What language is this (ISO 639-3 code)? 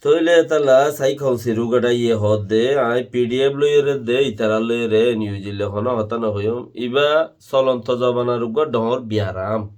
rhg